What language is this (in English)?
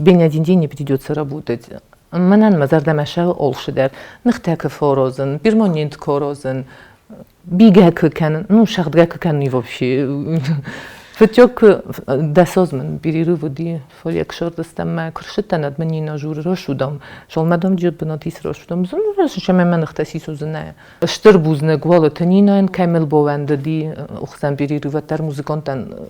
Ossetic